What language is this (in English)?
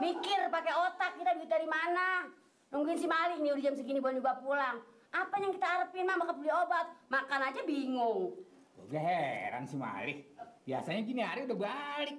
Betawi